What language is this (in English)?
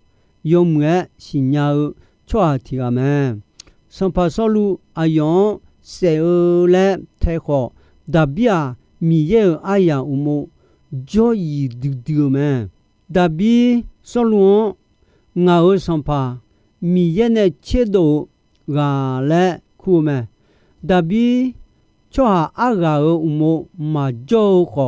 Akha